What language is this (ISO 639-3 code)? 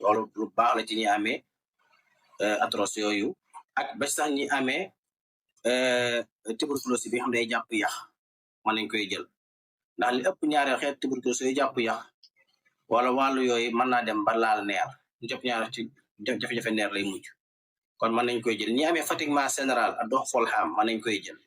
wol